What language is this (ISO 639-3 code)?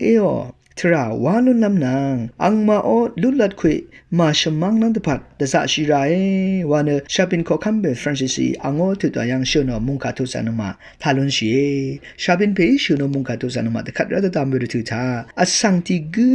raw